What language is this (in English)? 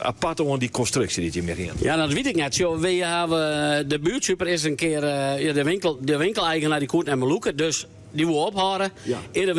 Western Frisian